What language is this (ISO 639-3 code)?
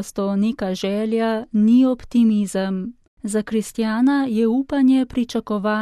slv